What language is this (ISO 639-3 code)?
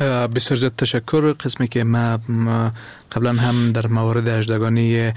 fas